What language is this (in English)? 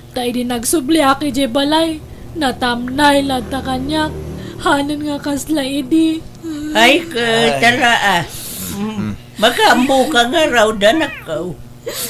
Iloko